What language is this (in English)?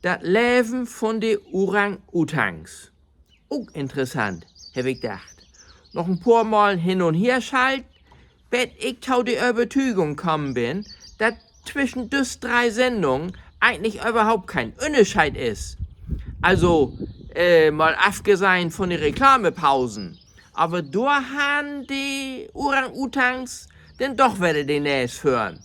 Low German